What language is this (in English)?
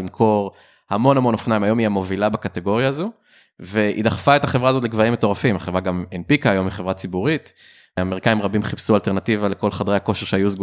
Hebrew